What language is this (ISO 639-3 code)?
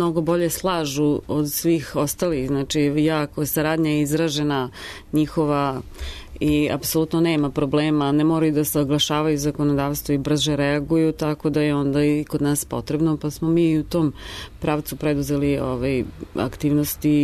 srp